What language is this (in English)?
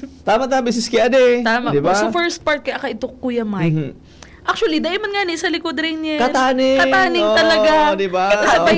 Bikol